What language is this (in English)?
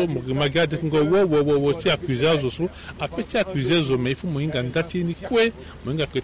Sango